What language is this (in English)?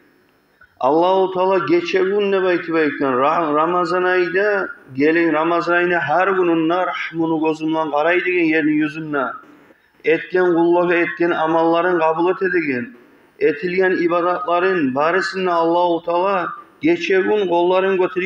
Kumyk